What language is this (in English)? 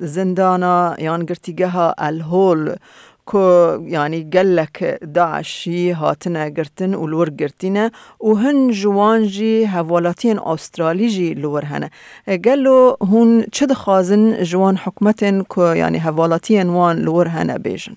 Kurdish